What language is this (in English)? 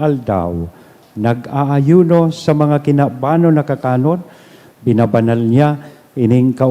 Bikol